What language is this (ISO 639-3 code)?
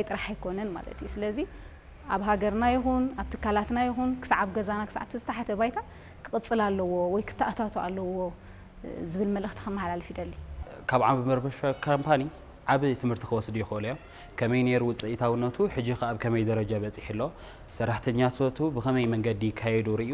tir